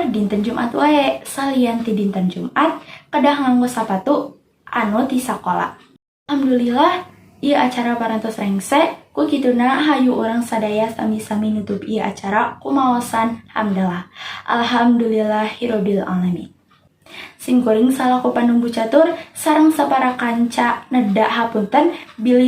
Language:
Sundanese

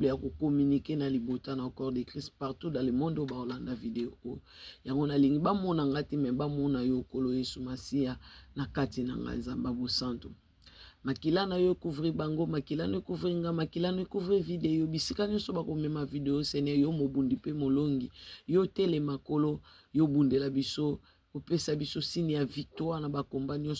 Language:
Lingala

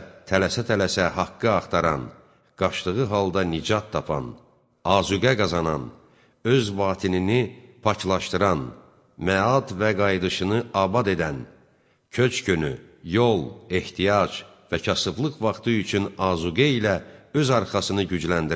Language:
Azerbaijani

